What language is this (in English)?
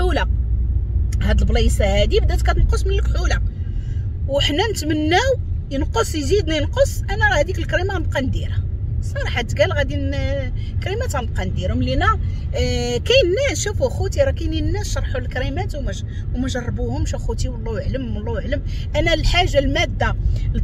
Moroccan Arabic